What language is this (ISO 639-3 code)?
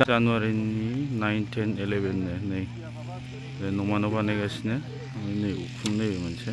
brx